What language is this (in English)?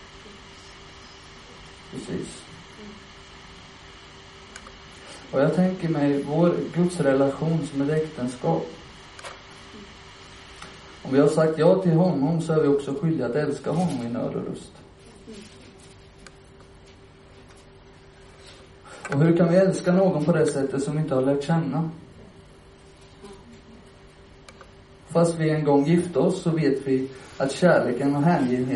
Swedish